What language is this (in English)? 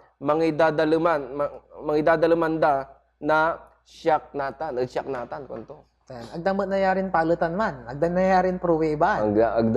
Pangasinan